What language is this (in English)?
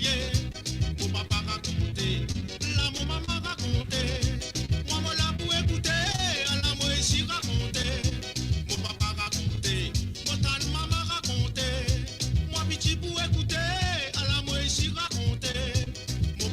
Morisyen